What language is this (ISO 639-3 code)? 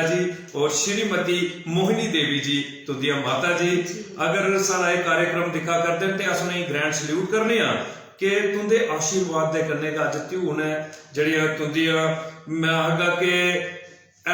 doi